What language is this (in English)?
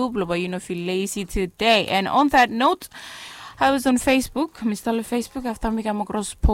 Bislama